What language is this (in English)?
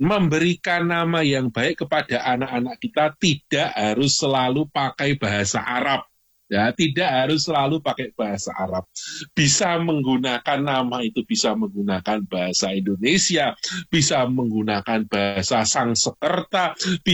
Indonesian